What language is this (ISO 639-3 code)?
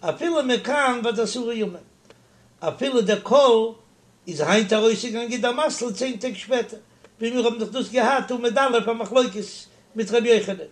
yid